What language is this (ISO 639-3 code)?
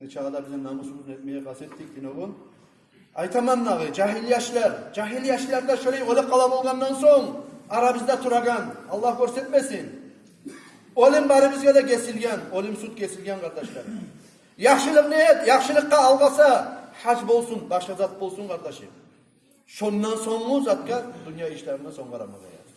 kum